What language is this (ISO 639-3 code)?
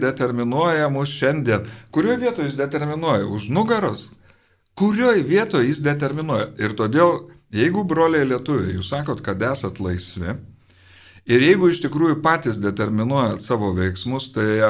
lit